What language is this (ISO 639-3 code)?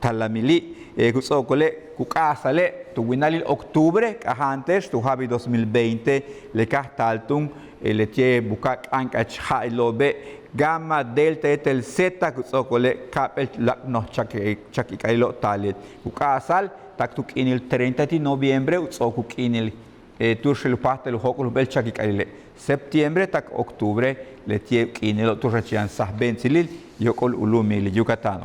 yua